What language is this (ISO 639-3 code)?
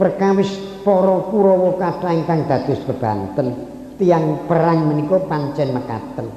jav